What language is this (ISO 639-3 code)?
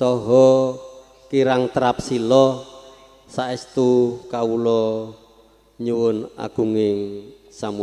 jav